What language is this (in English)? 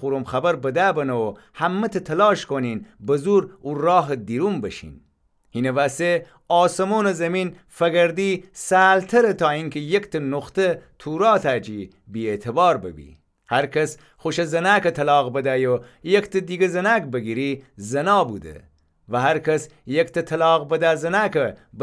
Gilaki